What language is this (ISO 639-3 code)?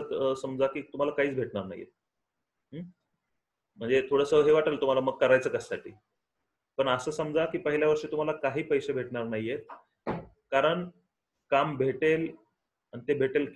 mar